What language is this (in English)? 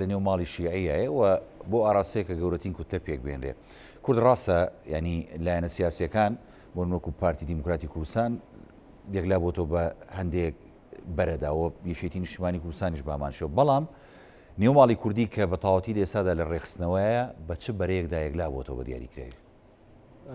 Central Kurdish